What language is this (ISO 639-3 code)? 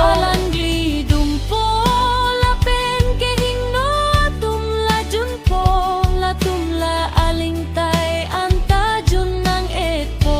mjw